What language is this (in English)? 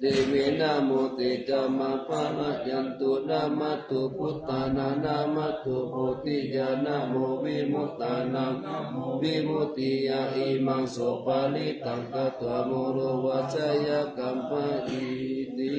Pali